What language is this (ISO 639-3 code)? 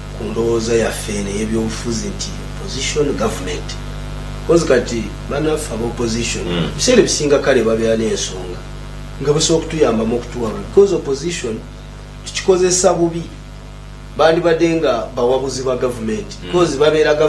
lug